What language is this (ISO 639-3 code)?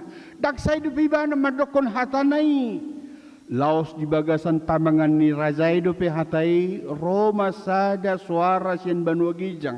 bbc